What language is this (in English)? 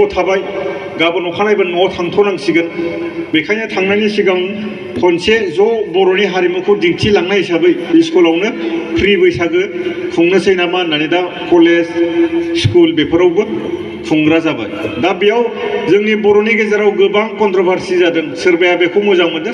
Bodo